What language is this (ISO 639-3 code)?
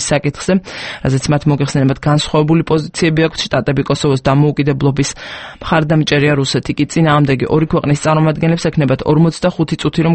kat